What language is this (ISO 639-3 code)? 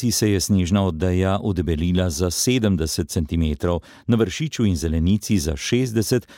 slv